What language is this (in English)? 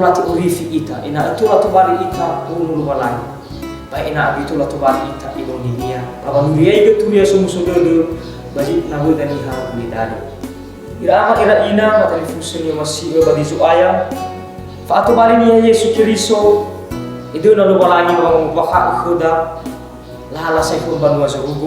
Nias